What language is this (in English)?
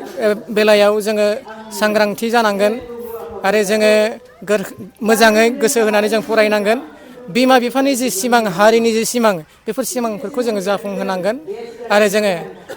Bodo